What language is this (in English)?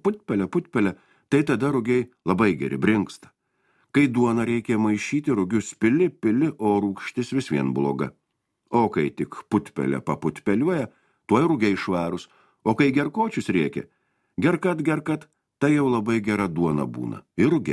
Lithuanian